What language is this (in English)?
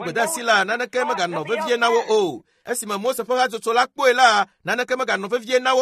Ewe